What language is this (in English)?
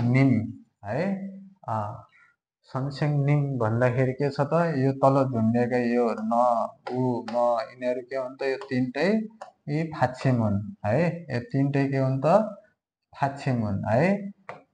Nepali